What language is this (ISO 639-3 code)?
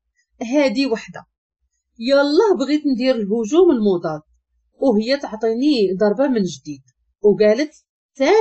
ary